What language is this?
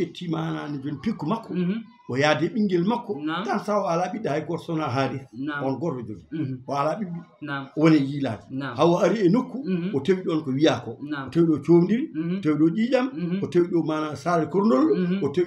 Fula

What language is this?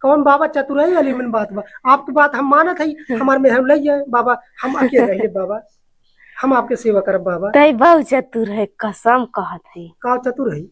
Awadhi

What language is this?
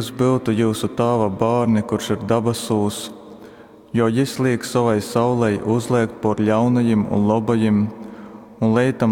Latgalian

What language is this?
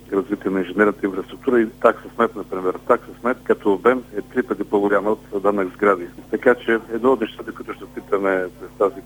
Bulgarian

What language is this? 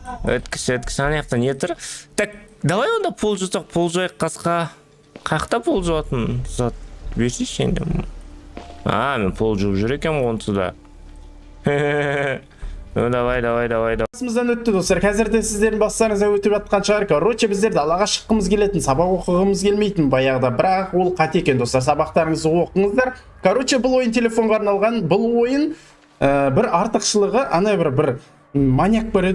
Kazakh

